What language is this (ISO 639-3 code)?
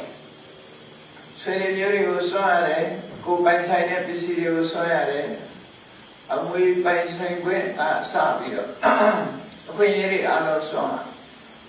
mya